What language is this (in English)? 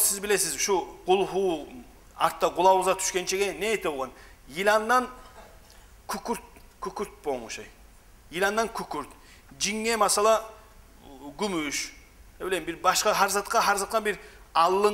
Kumyk